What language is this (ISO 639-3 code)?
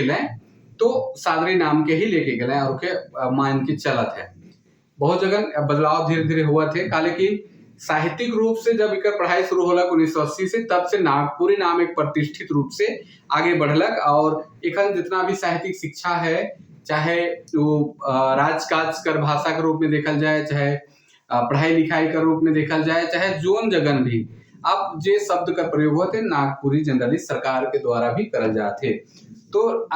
sck